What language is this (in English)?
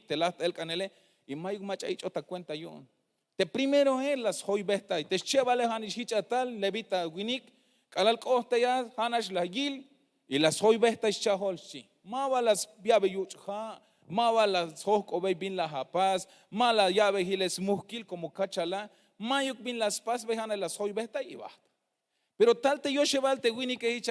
Tzeltal